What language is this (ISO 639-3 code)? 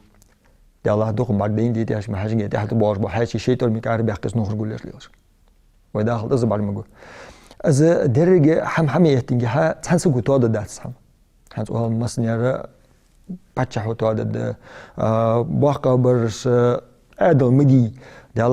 inh